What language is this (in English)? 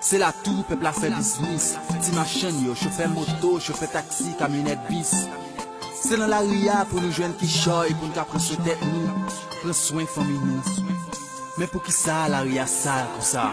Haitian Creole